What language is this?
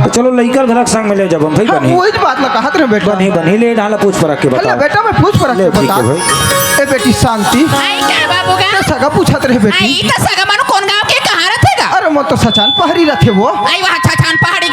Chhattisgarhi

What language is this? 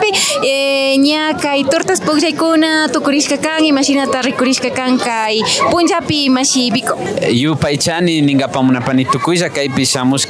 Imbabura Highland Quichua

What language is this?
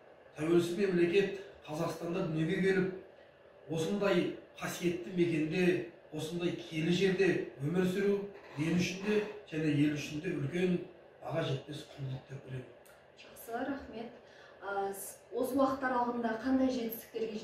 Kazakh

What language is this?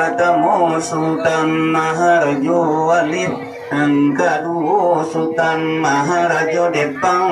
Minangkabau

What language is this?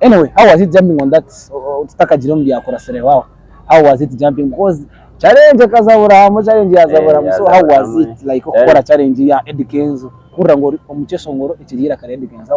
Nyankole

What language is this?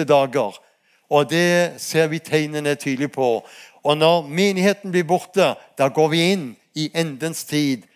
Norwegian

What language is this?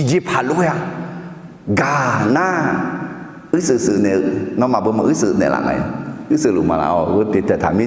Akha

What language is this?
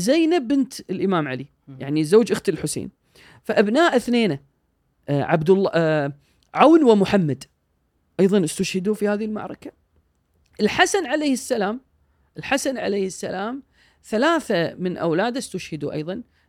Gulf Arabic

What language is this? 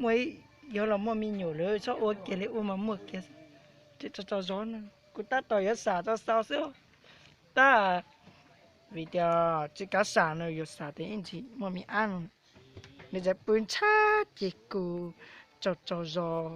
Hmong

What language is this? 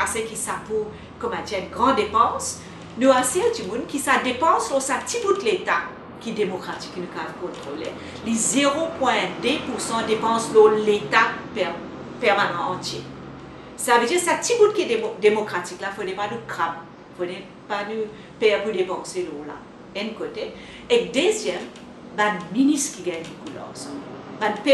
Morisyen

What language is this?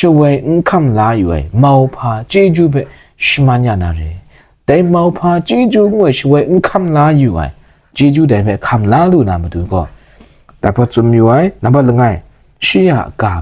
Kachin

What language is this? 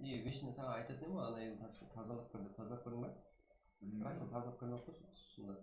Kara-Kalpak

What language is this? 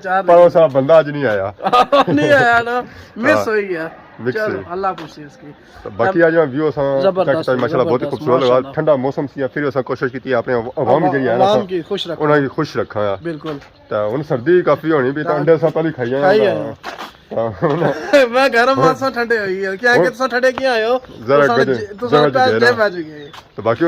Pahari-Potwari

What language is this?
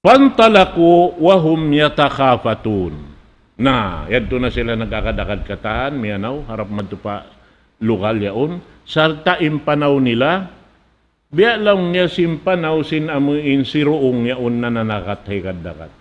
Tausug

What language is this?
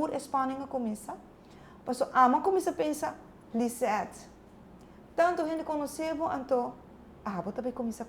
Papiamento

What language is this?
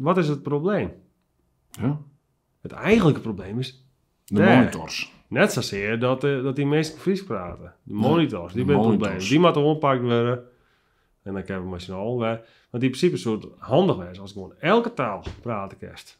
Western Frisian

